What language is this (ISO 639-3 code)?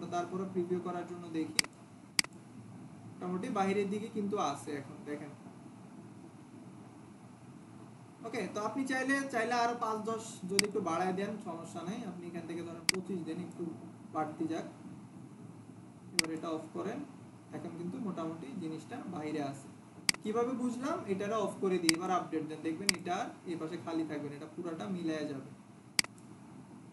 ben